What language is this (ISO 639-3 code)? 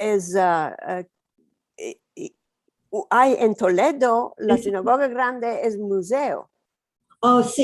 lad